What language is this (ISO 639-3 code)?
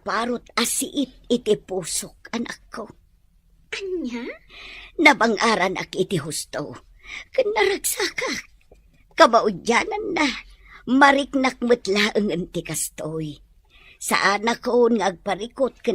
ilo